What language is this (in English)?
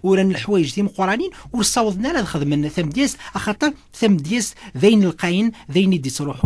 Kabyle